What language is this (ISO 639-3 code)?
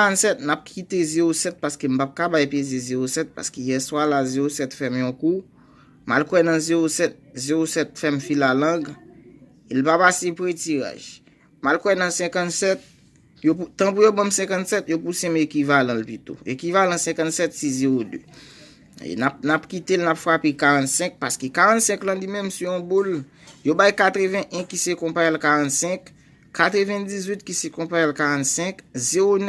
hat